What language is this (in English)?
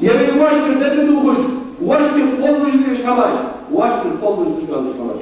Ingush